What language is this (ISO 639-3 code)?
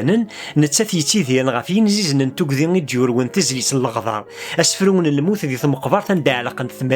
kab